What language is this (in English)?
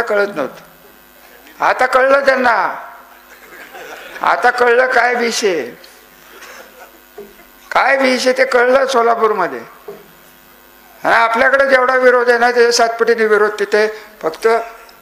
Marathi